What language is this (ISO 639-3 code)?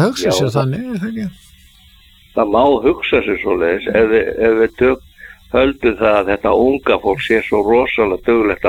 isl